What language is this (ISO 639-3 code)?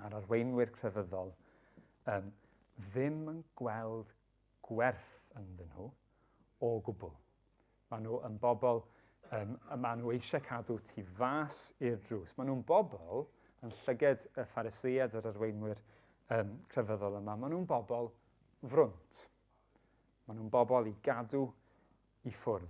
cym